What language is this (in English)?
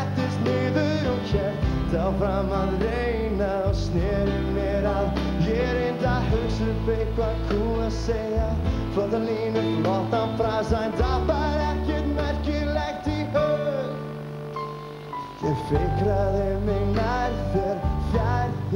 Icelandic